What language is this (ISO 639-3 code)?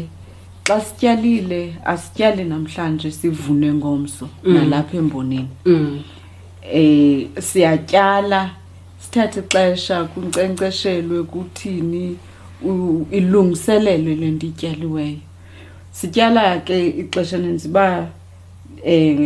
xho